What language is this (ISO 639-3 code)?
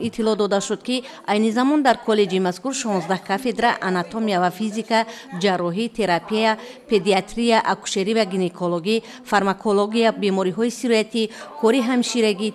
tgk